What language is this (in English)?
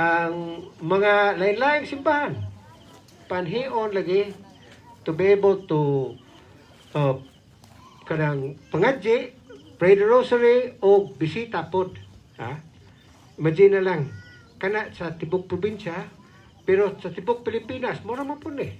Cebuano